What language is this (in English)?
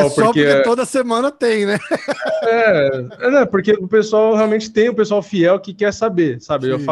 Portuguese